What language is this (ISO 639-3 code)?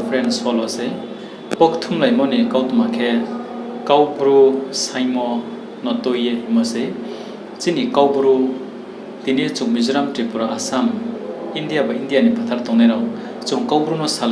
ria